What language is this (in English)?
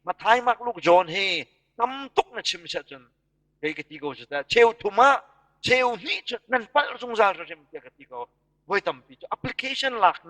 Hakha Chin